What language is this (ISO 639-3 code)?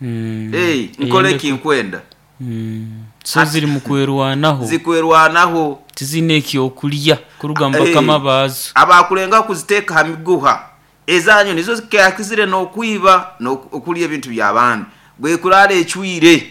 nyo